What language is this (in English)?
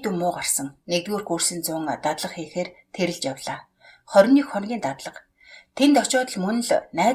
Mongolian